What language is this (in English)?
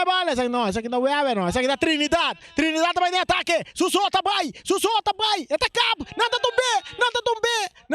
Papiamento